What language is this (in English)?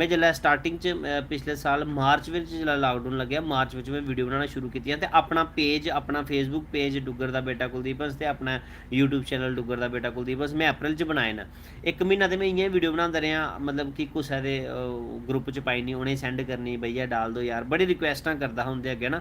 Dogri